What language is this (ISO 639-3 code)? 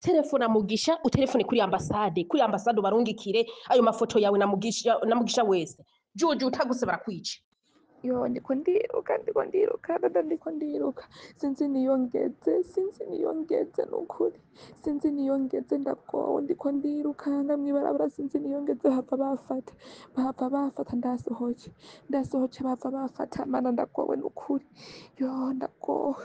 run